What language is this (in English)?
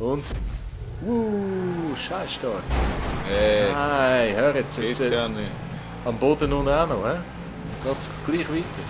Swiss German